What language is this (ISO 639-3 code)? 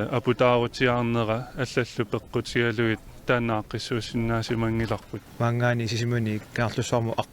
kal